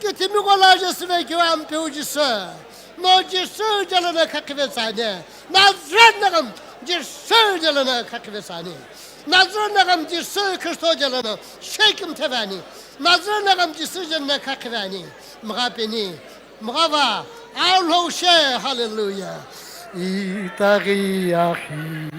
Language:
Sumi Naga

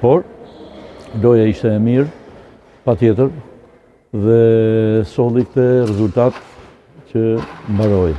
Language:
Albanian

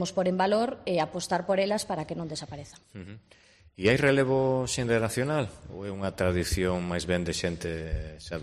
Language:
Galician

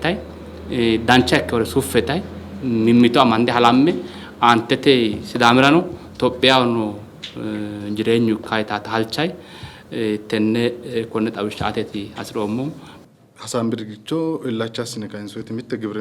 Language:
Sidamo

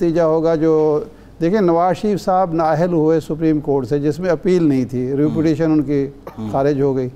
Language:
Urdu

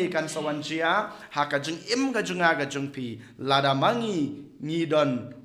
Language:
Khasi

